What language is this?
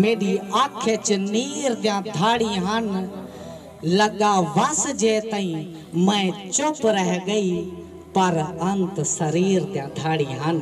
Saraiki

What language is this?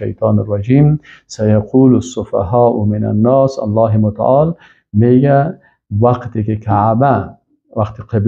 Persian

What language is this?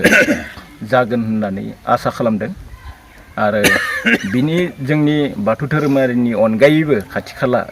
Bodo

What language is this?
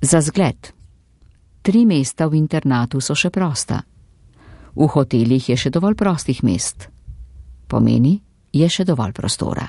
Slovenian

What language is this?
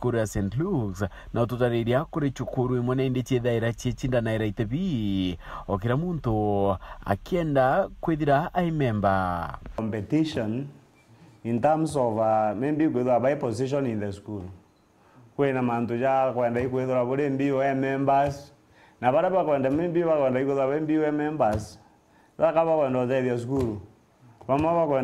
Meru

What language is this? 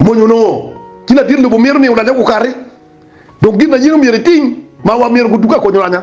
Acoli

